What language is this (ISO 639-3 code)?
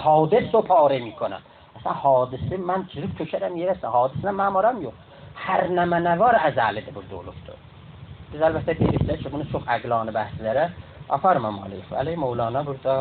azb